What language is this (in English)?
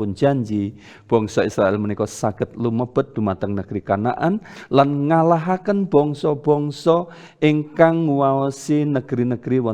Javanese